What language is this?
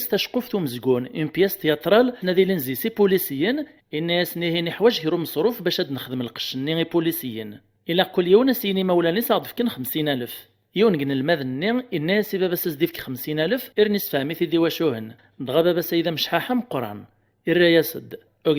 Kabyle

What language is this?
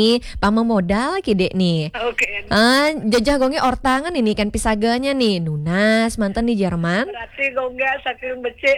Balinese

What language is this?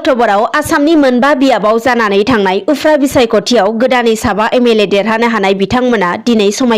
Bodo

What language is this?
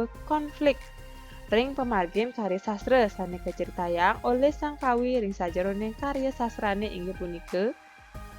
Balinese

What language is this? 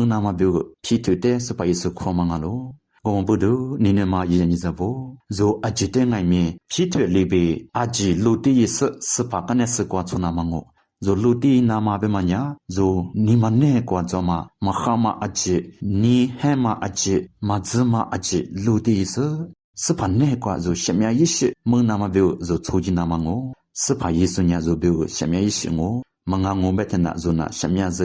Lisu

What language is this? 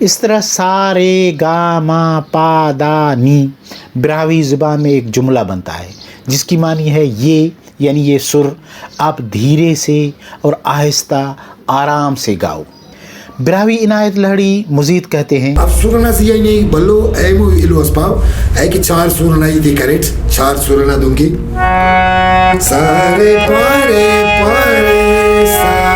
Brahui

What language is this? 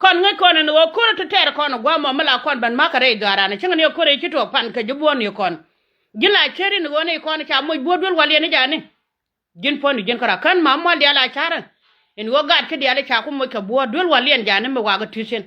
Nuer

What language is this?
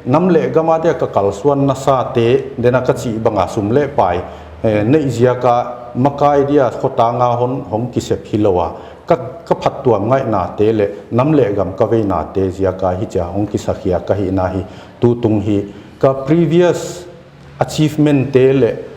Paite Chin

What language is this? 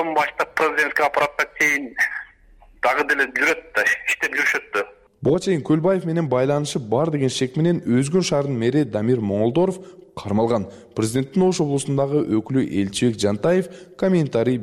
Kyrgyz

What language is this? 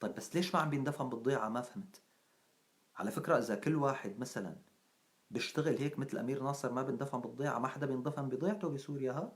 North Levantine Arabic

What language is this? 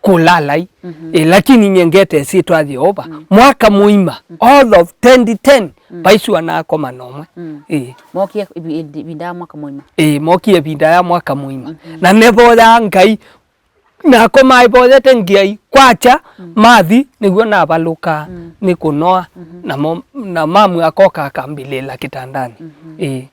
Kamba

